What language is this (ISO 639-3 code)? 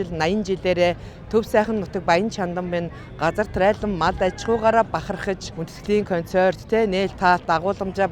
mon